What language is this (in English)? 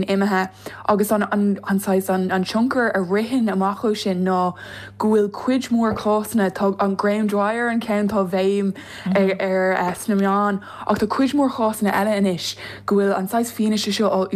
Irish